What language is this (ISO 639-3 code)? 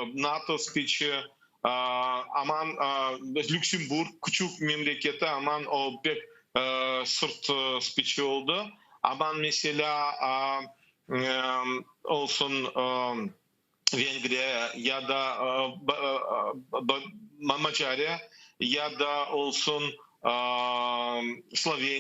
crh